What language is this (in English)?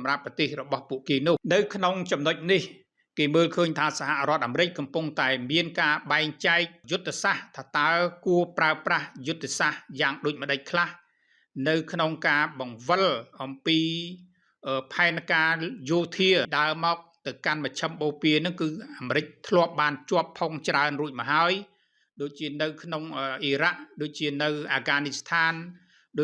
Khmer